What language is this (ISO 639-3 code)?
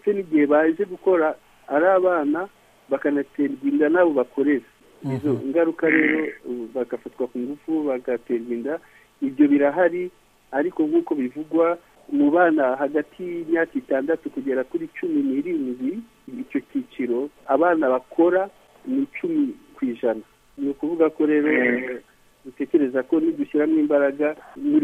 kin